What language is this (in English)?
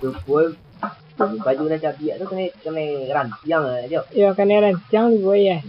Minangkabau